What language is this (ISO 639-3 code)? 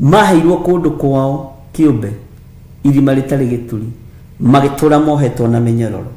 kik